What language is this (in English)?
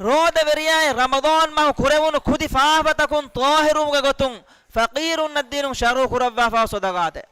Divehi